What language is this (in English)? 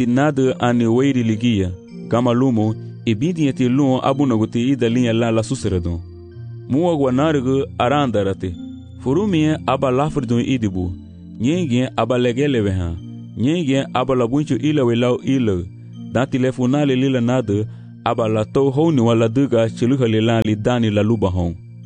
Garifuna